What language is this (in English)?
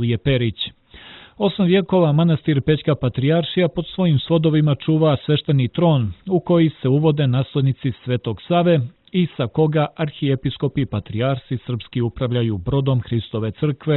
Serbian